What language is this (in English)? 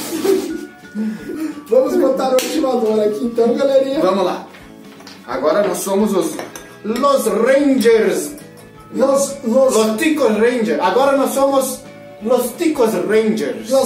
Portuguese